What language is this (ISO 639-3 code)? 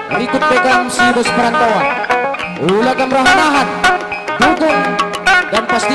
btx